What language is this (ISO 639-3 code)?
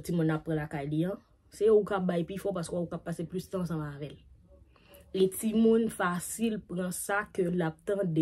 hat